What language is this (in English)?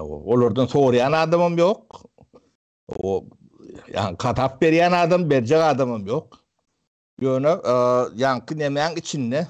Turkmen